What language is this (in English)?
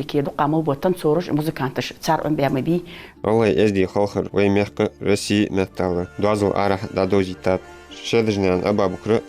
Ingush